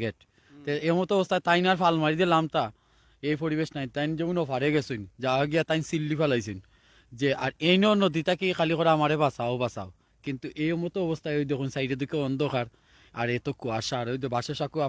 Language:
Sylheti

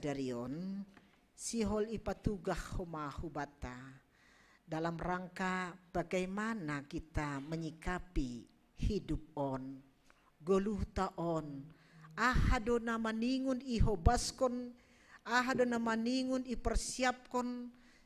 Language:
Batak Simalungun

